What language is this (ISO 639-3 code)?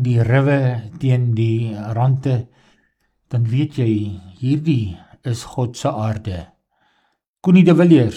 afr